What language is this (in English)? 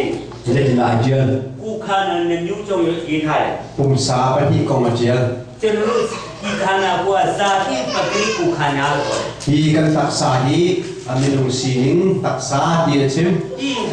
Hakha Chin